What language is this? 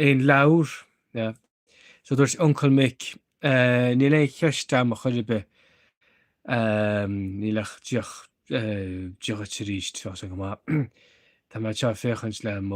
Irish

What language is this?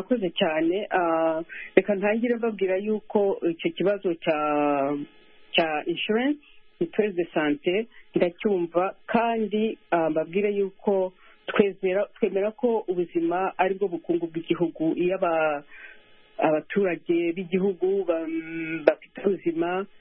Kinyarwanda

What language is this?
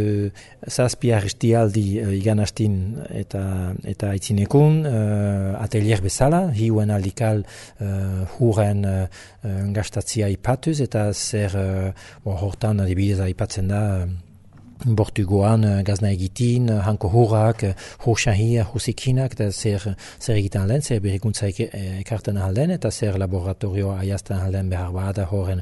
Basque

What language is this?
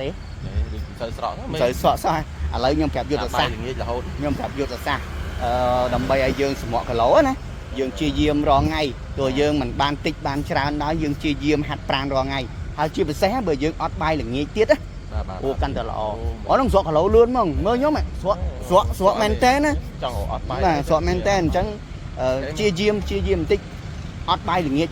Khmer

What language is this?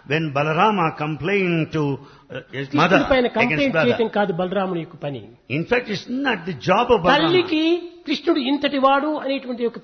Telugu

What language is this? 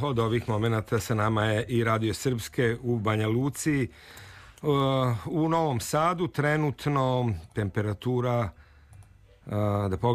Serbian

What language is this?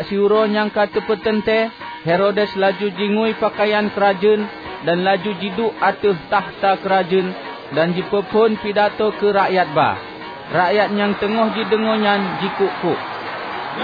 Achinese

